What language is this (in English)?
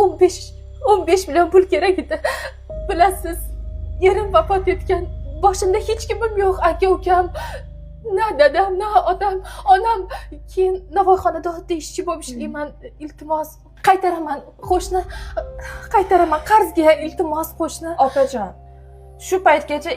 Uzbek